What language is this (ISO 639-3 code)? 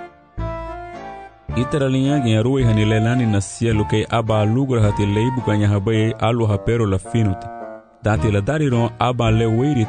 cab